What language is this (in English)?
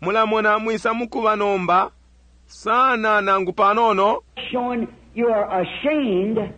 Bemba